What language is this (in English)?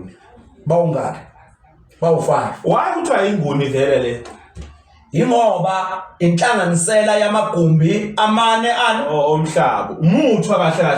Zulu